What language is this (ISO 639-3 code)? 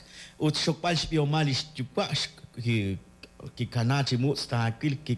kek